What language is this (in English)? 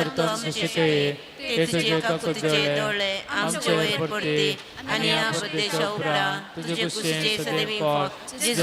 Konkani